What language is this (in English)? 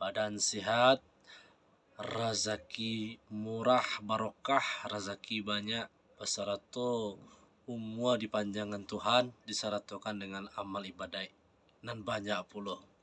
Minangkabau